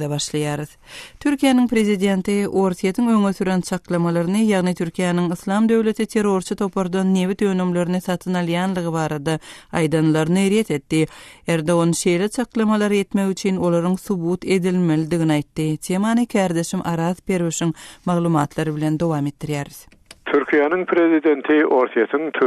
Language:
Turkmen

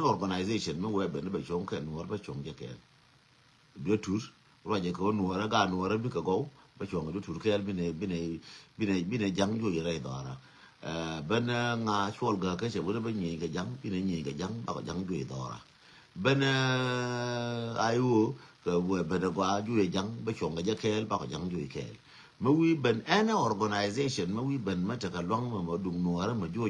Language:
Nuer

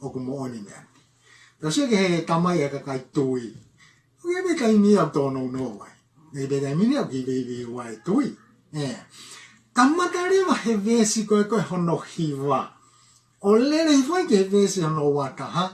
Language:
Tongan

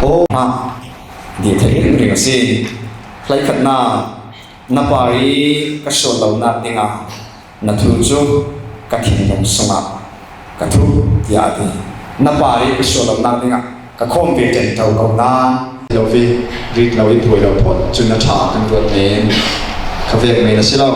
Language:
Falam Chin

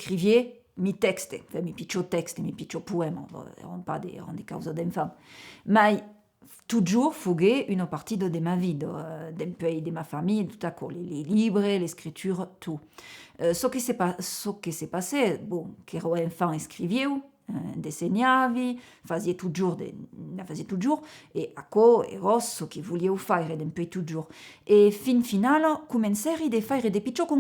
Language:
Occitan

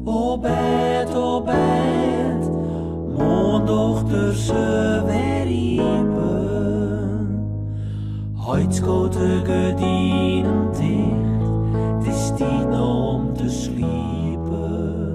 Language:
Western Frisian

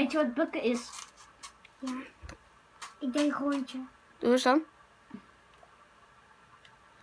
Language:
Dutch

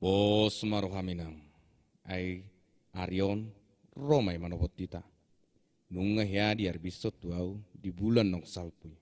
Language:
Batak Toba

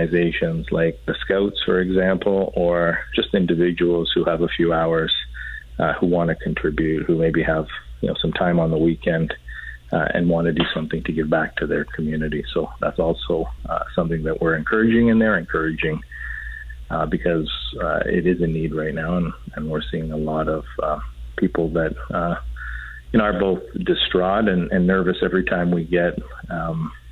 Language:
English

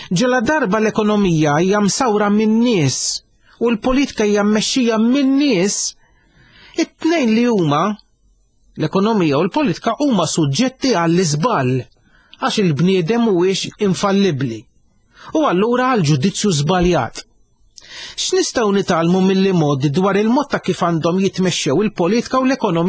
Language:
Maltese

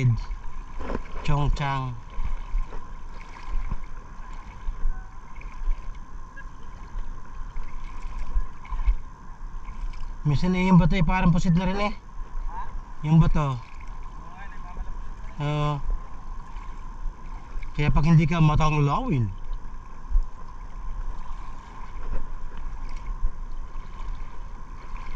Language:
Filipino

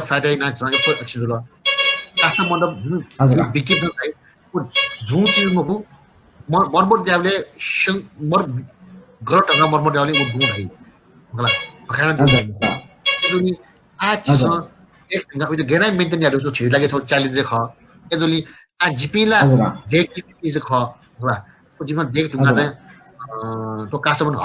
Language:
Newari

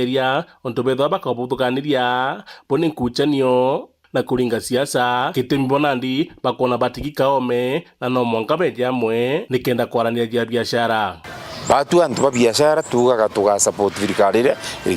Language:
Meru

